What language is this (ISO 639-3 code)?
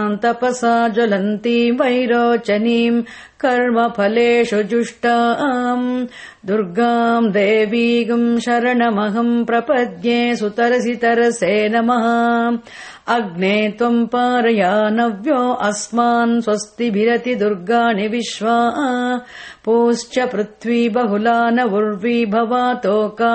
san